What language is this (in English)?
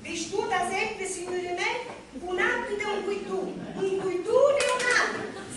Sicilian